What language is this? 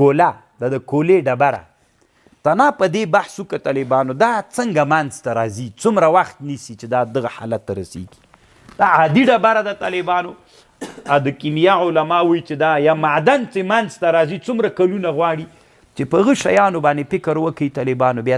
Pashto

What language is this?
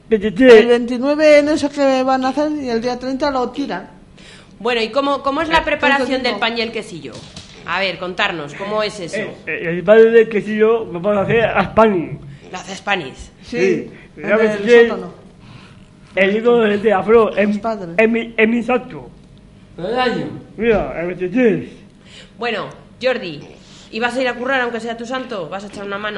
Spanish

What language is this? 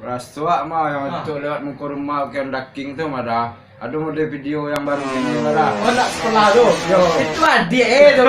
Minangkabau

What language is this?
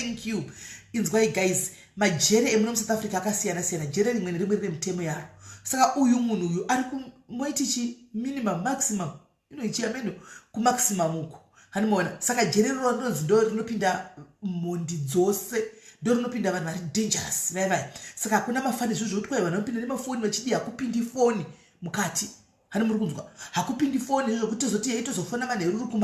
Shona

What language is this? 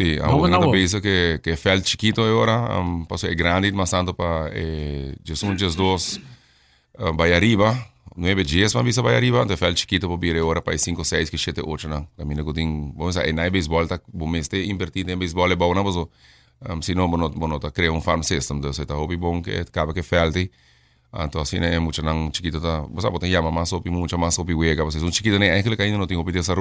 Papiamento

